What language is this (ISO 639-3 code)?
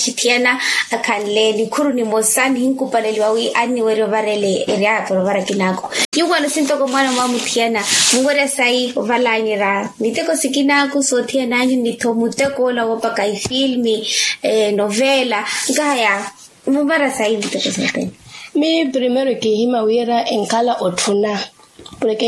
vmw